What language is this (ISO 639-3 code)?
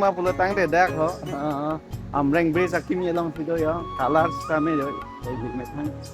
mjw